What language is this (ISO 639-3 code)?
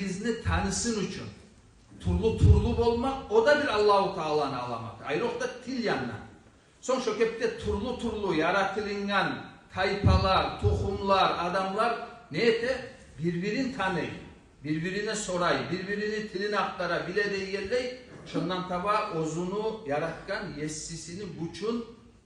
kum